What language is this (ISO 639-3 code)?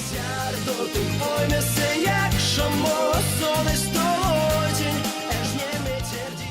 myv